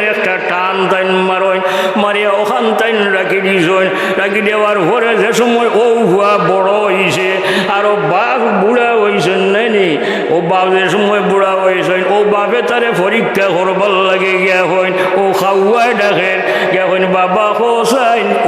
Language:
Sylheti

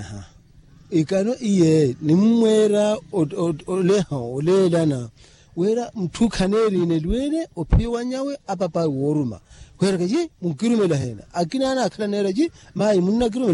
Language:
Makhuwa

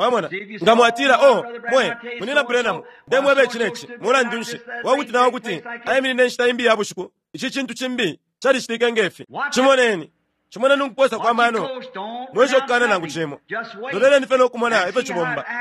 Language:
Bemba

